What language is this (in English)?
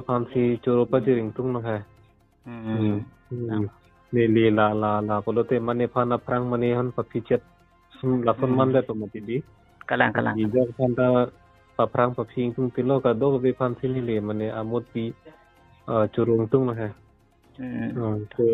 Karbi